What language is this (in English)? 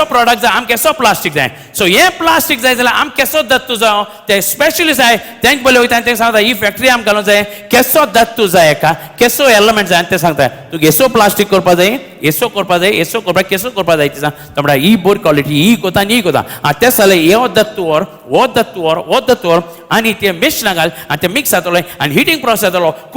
Konkani